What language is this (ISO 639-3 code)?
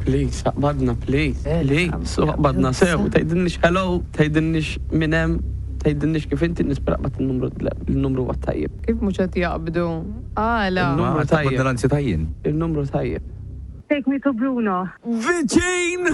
mlt